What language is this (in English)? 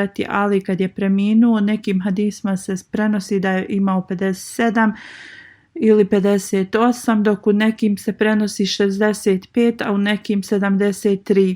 Bosnian